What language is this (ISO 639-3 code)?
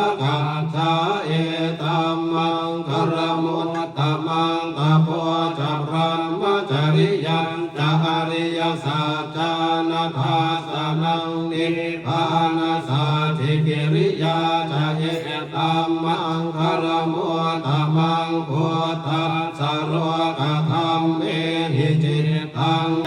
pli